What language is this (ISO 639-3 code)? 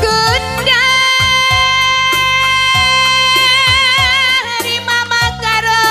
btx